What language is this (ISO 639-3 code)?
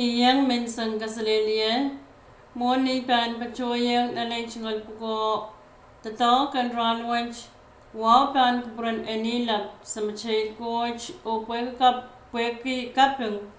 pon